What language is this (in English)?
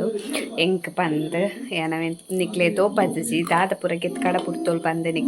Tulu